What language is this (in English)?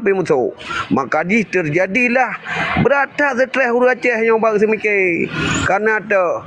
Achinese